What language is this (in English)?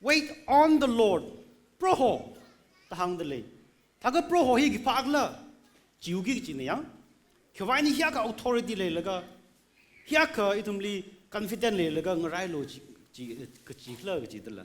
Tangkhul Naga (India)